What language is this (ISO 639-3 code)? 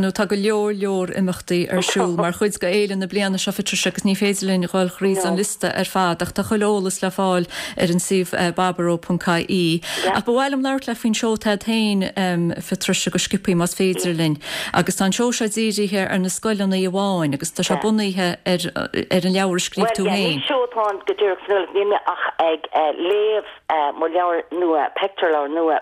gle